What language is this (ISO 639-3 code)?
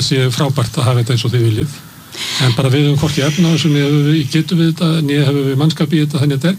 isl